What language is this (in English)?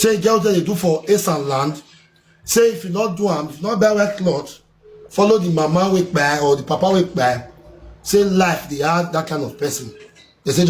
Nigerian Pidgin